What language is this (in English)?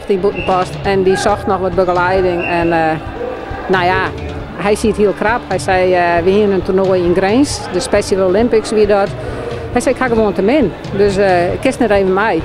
Western Frisian